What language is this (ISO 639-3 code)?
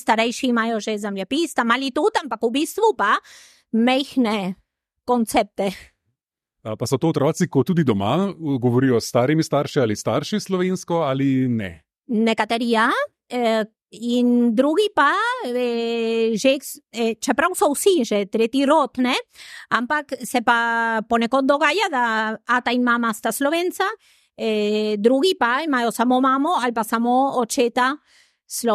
slv